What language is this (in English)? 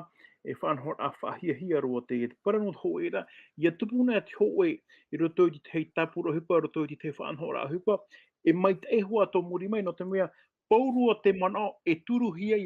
Tahitian